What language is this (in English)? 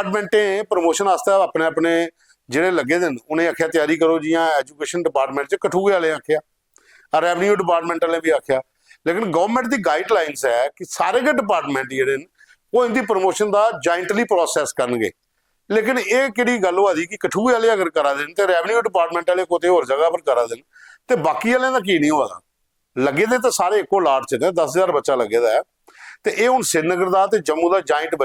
Dogri